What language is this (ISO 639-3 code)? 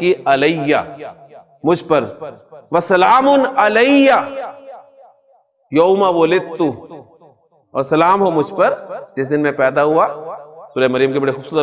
urd